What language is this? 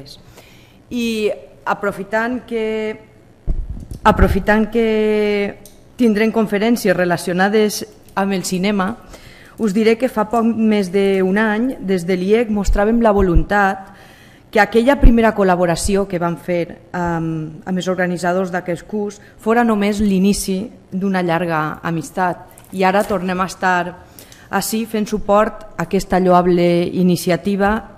Catalan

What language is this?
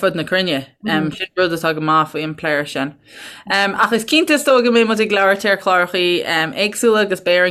Irish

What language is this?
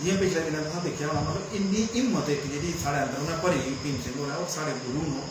Dogri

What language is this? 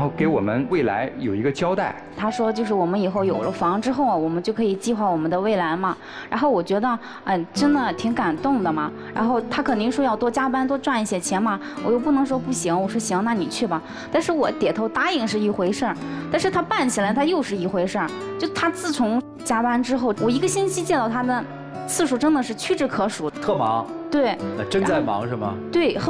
Chinese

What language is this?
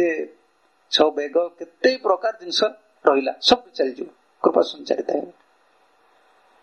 Odia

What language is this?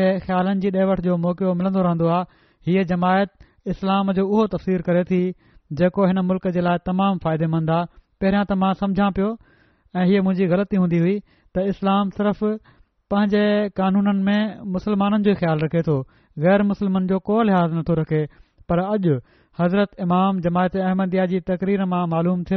Sindhi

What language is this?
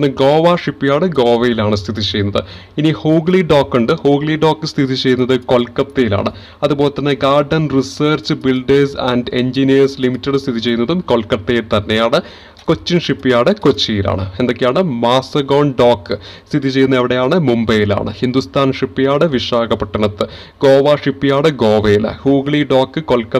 Malayalam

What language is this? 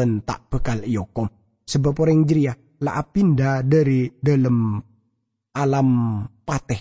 Madurese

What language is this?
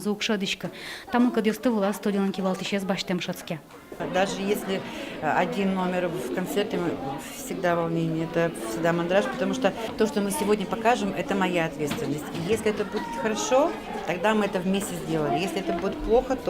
Udmurt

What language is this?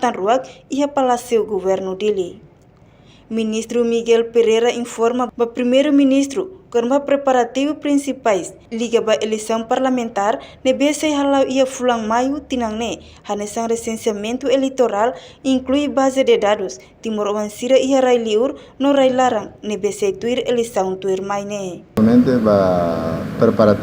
Tetum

